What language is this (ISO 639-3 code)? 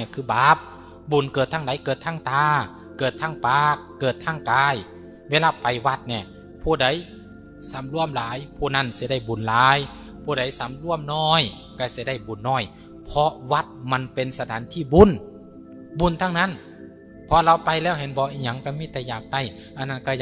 tts